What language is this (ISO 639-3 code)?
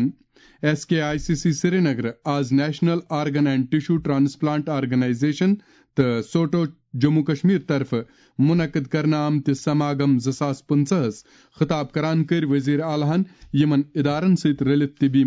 kas